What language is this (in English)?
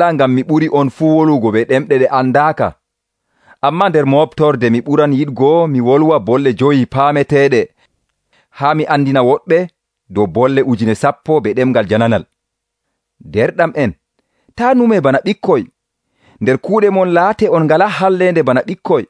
Nigerian Fulfulde